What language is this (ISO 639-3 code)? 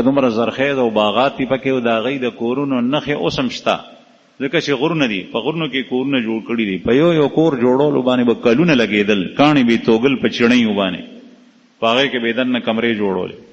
pus